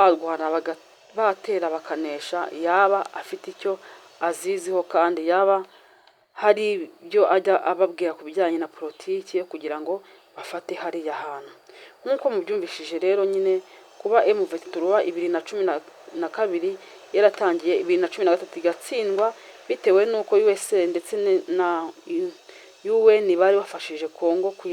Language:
Kinyarwanda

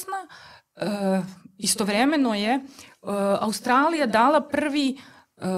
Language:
Serbian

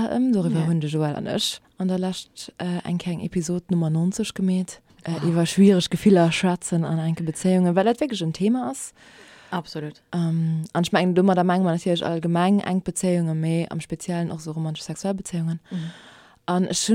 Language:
Luxembourgish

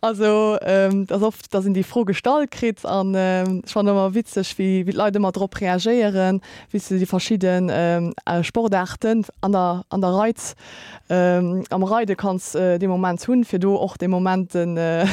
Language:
Luxembourgish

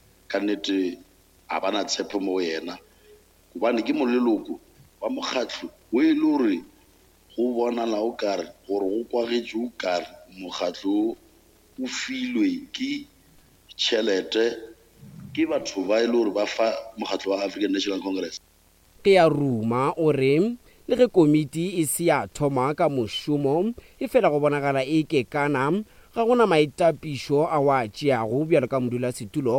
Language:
Northern Sotho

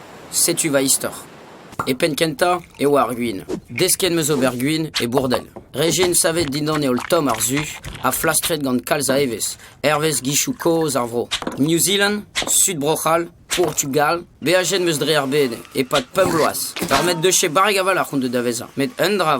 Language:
Breton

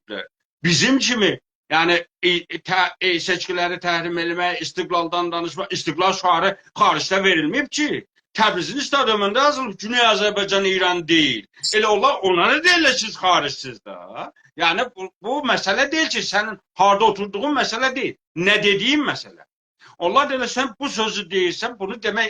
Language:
South Azerbaijani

